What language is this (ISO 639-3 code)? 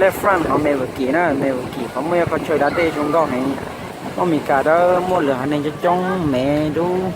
hmn